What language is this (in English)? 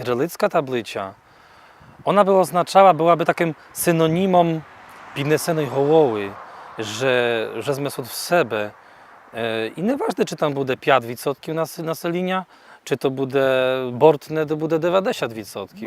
Rusyn